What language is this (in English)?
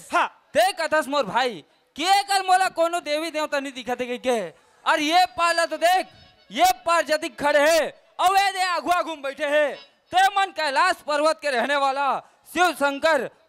Chhattisgarhi